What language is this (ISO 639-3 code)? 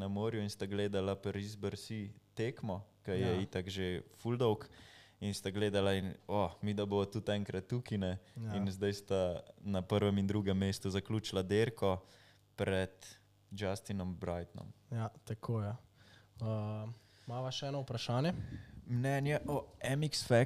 slv